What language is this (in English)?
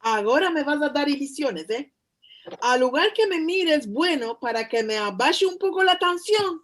Ladino